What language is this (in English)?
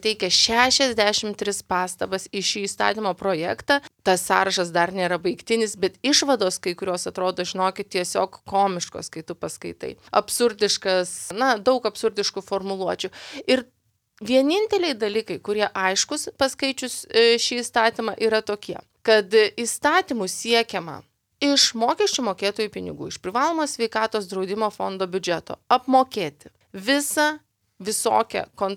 Lithuanian